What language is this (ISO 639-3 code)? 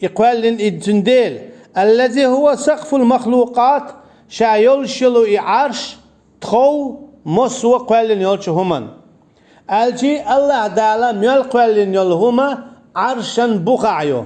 che